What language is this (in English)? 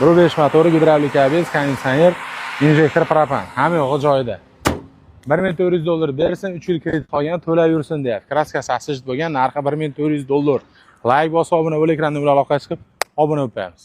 Uzbek